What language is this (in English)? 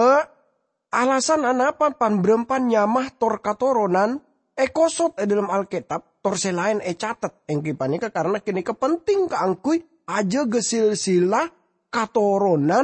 Madurese